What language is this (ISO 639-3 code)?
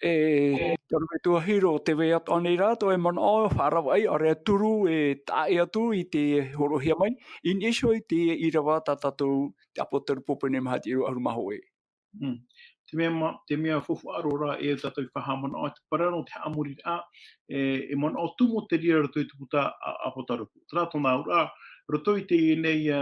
tah